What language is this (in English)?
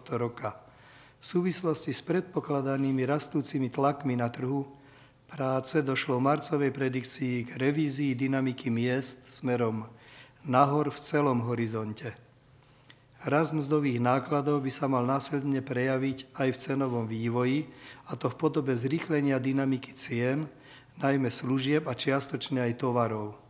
Slovak